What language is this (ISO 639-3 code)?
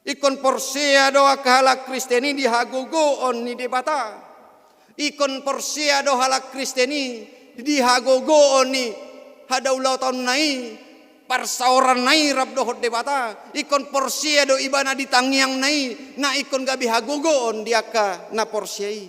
bbc